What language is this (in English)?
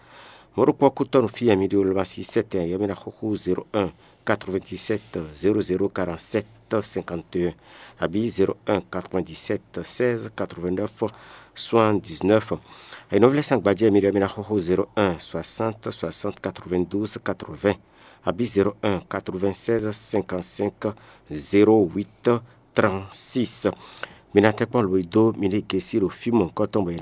Fon